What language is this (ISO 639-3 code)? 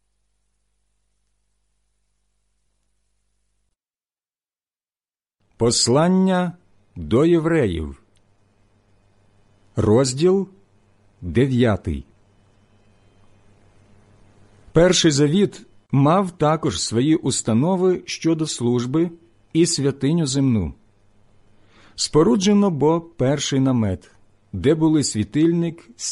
ukr